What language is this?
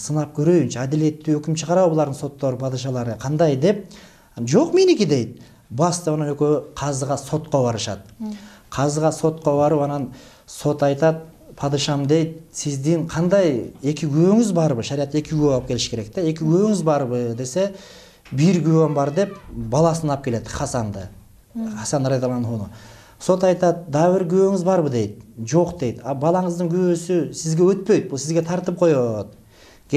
Kyrgyz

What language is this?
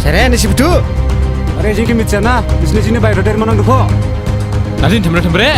Dimasa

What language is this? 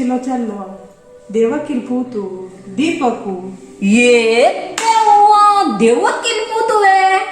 Konkani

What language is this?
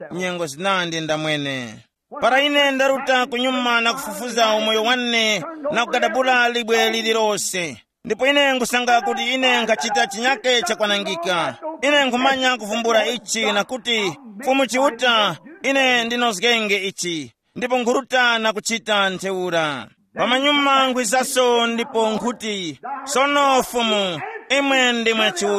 Tumbuka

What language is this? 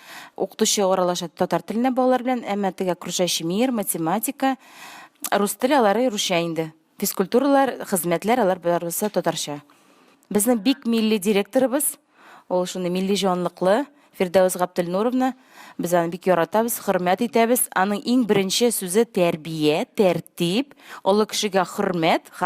Tatar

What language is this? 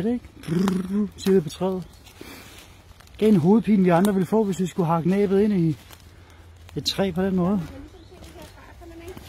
Danish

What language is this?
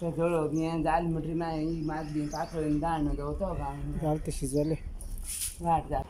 Konkani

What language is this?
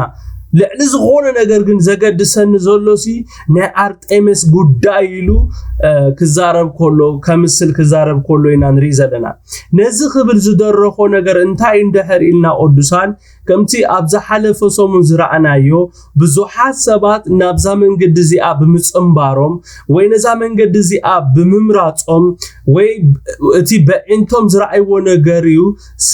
Tigrinya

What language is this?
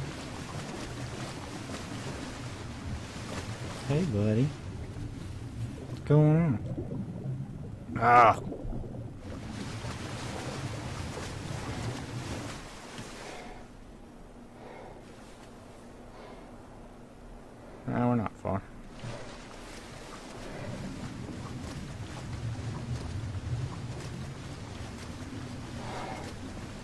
English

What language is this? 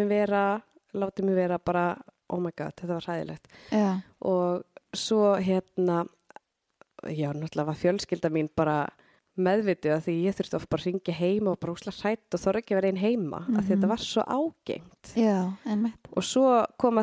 Icelandic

